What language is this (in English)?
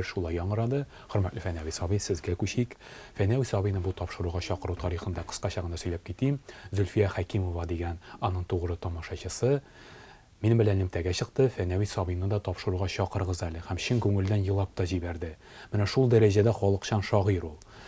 Tatar